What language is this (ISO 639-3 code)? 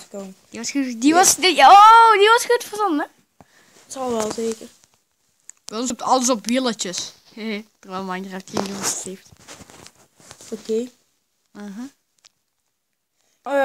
nld